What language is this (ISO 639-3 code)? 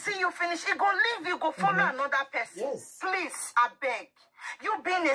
pcm